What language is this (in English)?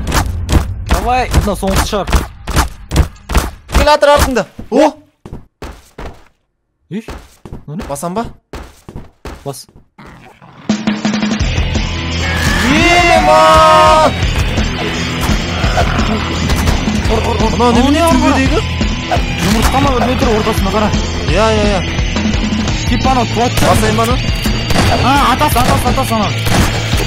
Kazakh